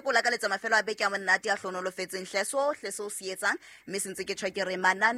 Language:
Southern Sotho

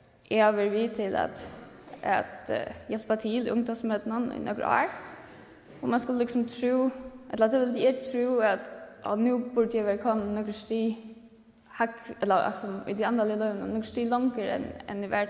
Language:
Faroese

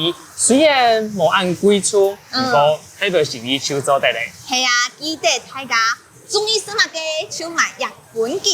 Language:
Hakka Chinese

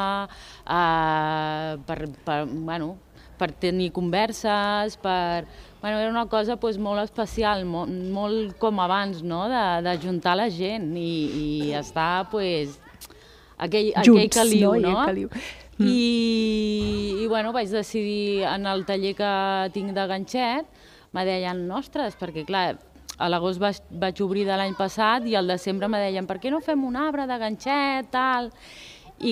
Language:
Catalan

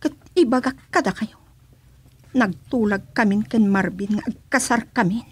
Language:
Iloko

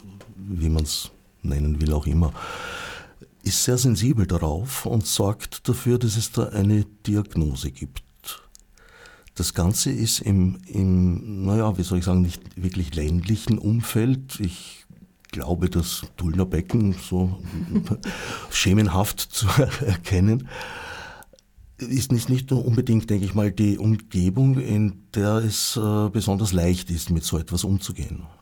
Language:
German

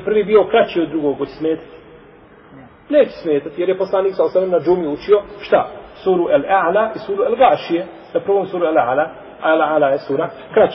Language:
Bosnian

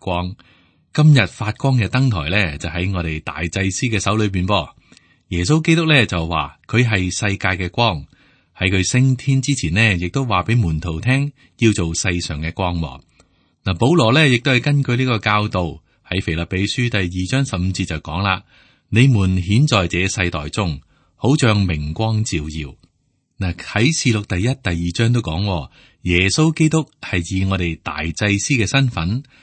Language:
Cantonese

